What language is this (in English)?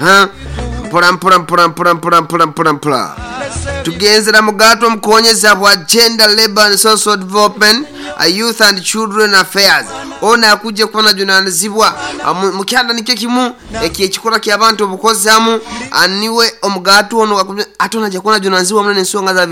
Nyoro